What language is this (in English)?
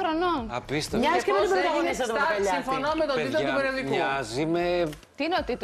Greek